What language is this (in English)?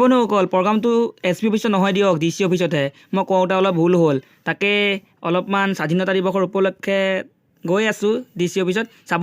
Assamese